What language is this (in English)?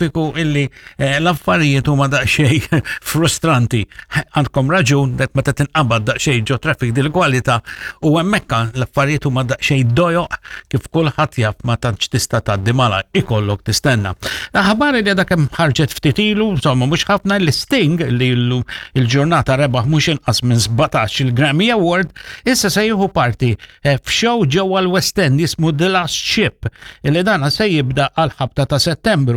Maltese